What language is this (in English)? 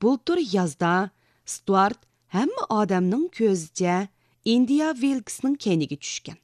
Uyghur